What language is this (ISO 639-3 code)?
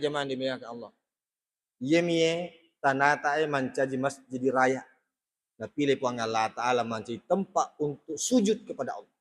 bug